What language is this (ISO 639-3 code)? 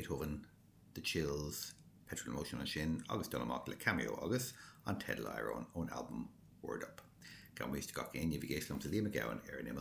gle